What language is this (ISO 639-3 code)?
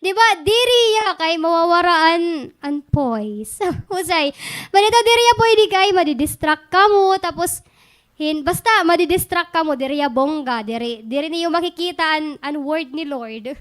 war